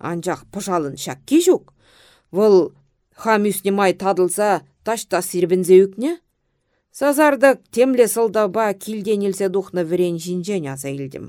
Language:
Chuvash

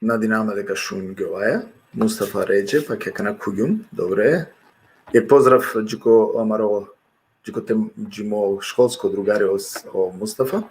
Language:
Balkan Romani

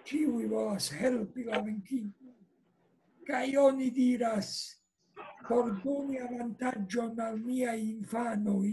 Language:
Esperanto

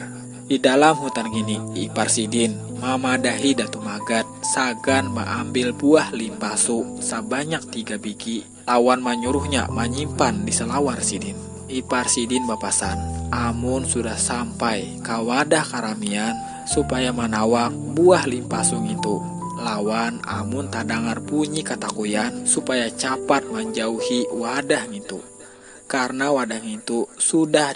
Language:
Banjar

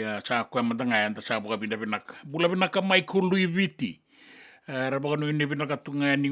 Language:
Fijian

